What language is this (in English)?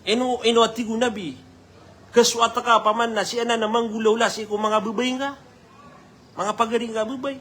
Maranao